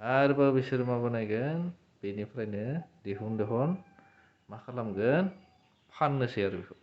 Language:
Bodo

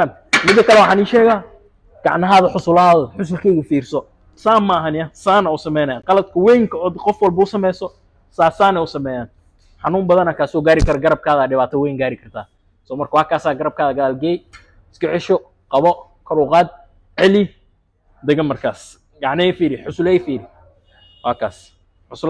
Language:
Somali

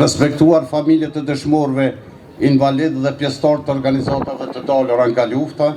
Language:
Albanian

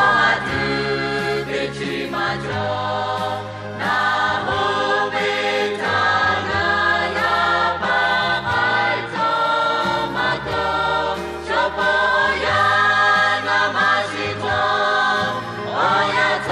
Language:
Lahu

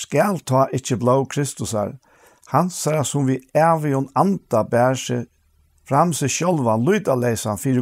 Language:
Faroese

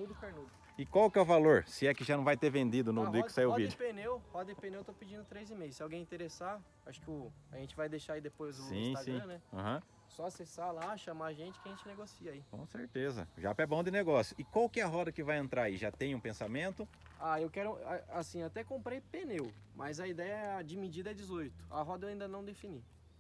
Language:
Portuguese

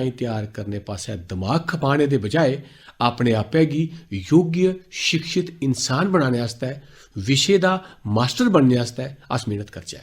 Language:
Dogri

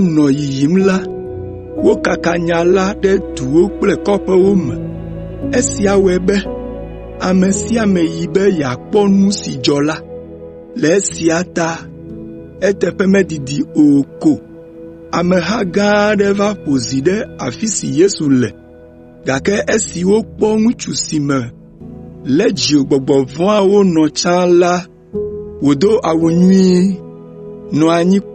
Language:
Ewe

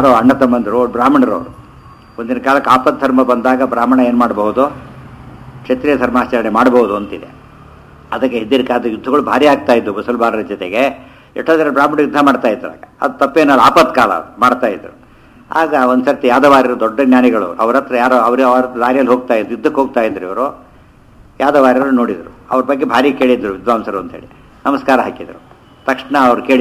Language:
Kannada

